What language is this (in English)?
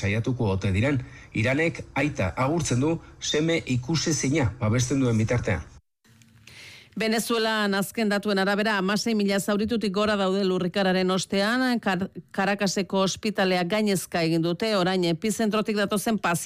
Basque